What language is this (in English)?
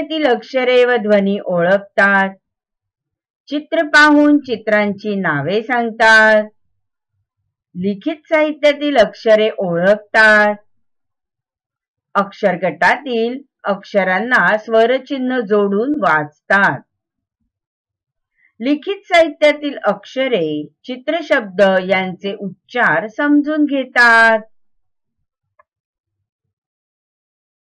Marathi